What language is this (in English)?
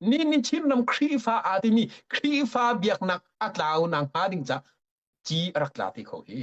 Hakha Chin